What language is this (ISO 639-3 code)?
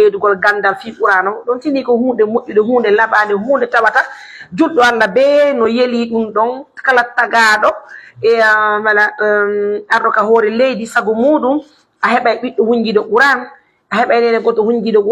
fuf